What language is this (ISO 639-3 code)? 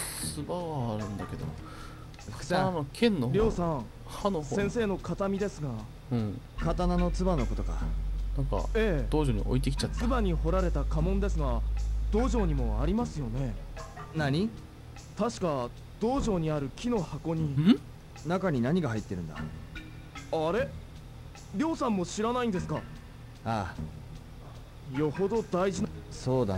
jpn